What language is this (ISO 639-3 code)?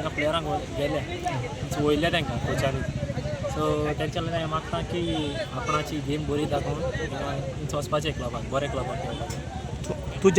kok